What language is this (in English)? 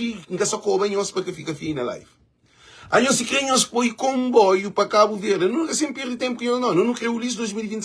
Kabuverdianu